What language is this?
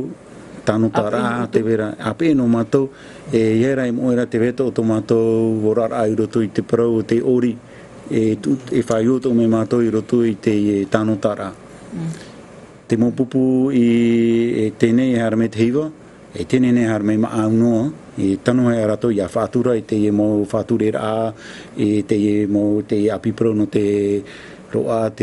Tahitian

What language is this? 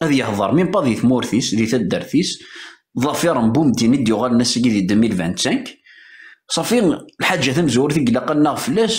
Kabyle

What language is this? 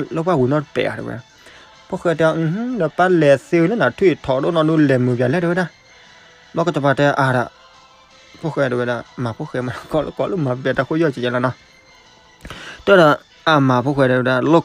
S'gaw Karen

